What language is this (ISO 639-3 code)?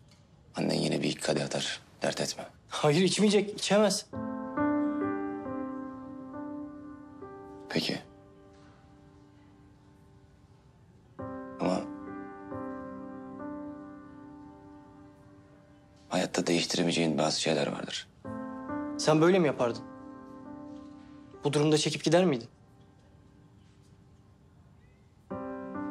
tur